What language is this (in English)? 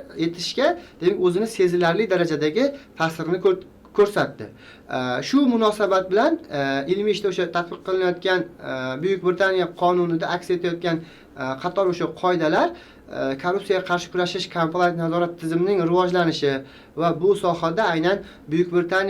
Uzbek